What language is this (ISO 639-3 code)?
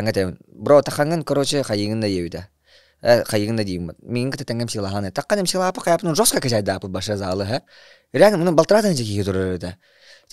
sah